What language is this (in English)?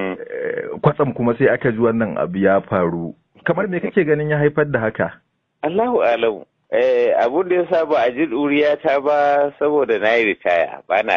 Hausa